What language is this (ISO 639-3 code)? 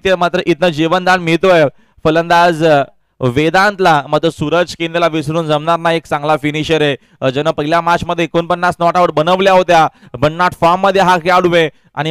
mar